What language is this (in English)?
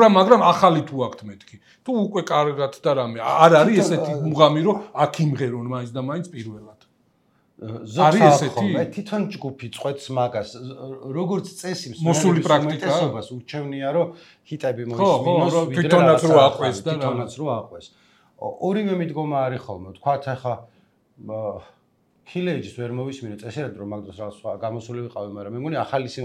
Georgian